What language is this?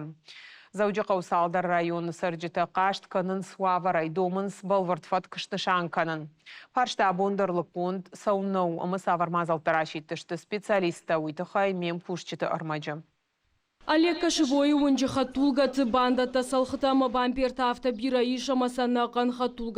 Ossetic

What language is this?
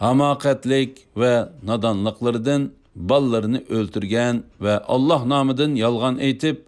Uyghur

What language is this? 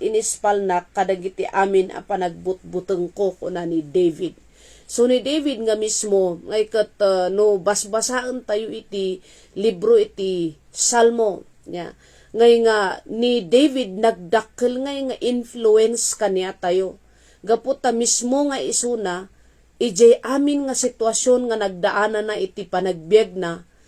Iloko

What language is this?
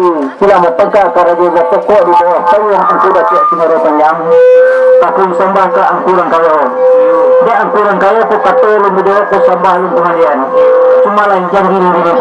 Minangkabau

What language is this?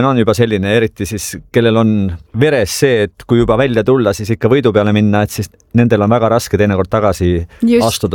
Estonian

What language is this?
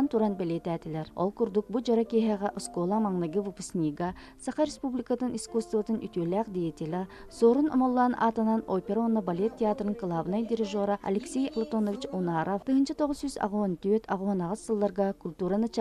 Yakut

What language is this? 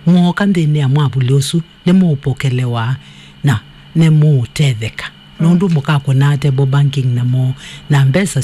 Kamba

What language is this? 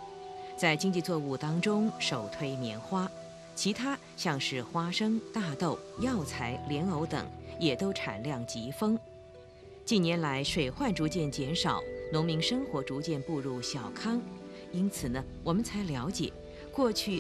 Chinese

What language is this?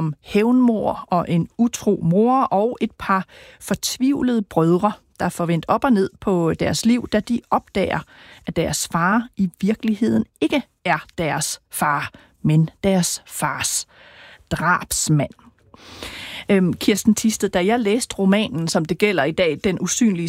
Danish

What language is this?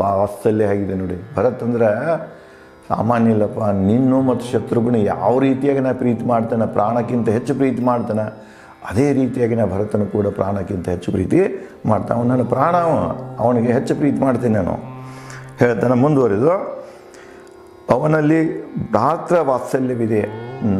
Kannada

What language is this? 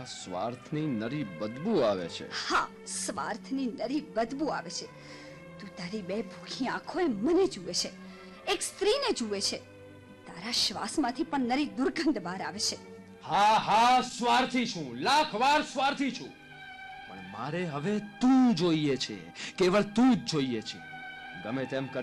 Gujarati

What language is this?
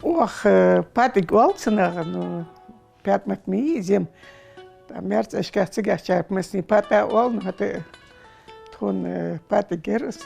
Ingush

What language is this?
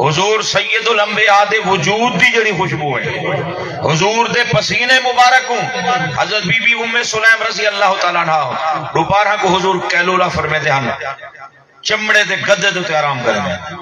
Saraiki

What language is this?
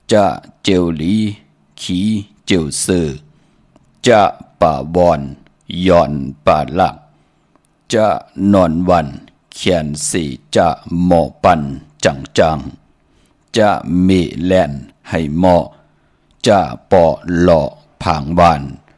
Shan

